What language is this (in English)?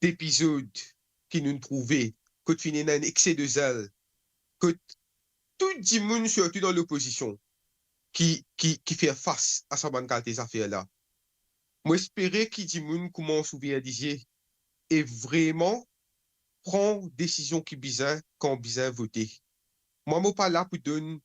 Morisyen